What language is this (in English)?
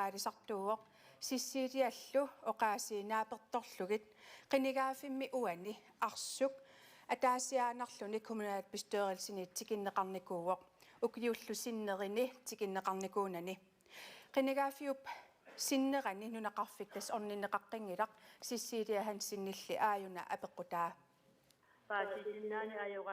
Kalaallisut